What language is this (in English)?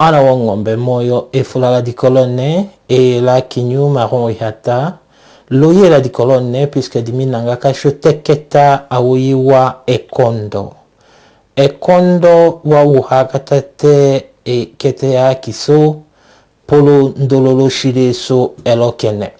Tetela